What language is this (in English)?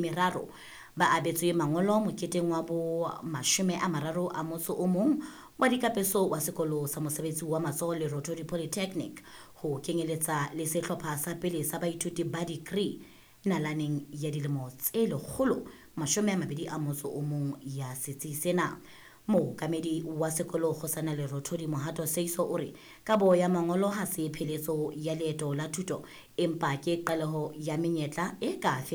Southern Sotho